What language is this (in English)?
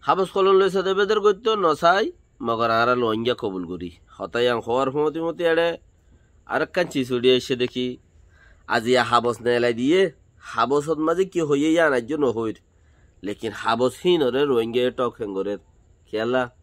Rohingya